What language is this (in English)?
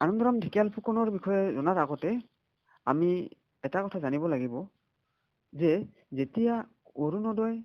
Assamese